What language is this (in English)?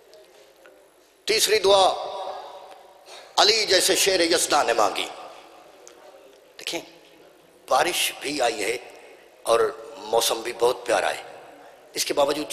Urdu